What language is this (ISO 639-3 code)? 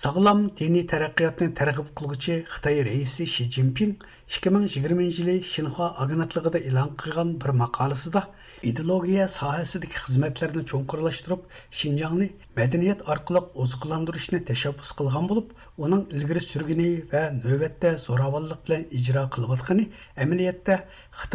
uig